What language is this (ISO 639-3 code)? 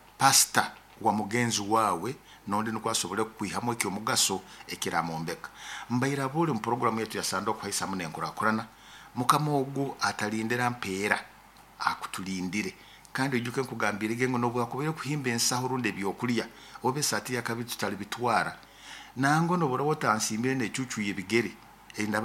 nyo